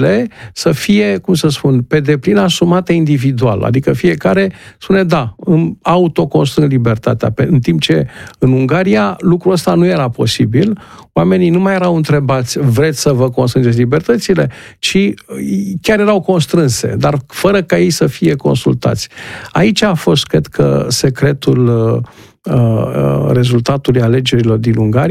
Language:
Romanian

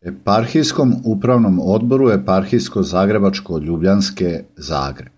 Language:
Serbian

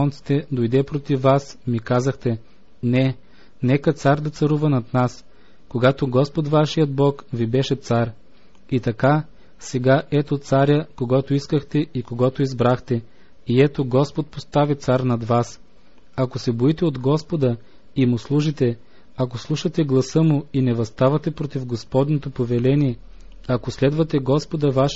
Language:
Bulgarian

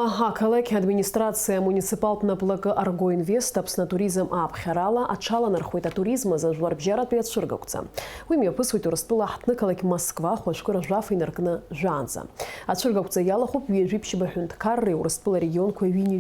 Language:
Abkhazian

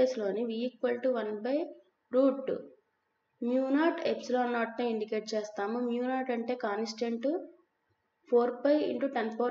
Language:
Telugu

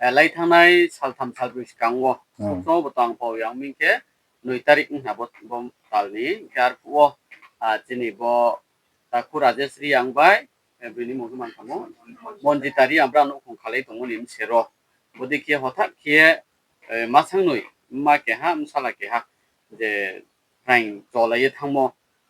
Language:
Riang (India)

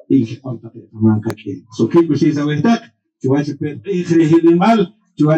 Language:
Poqomchi'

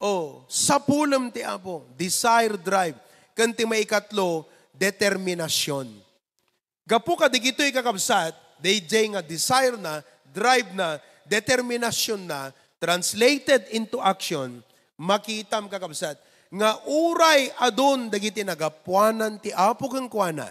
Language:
Iloko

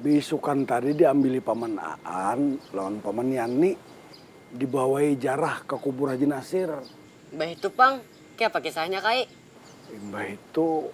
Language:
Banjar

